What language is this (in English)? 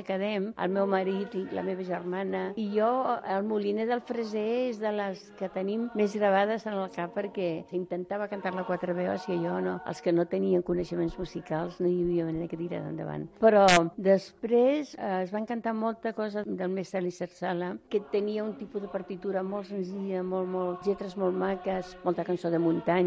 Catalan